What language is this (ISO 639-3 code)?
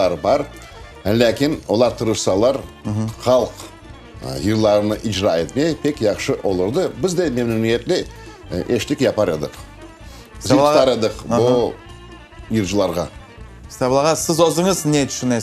crh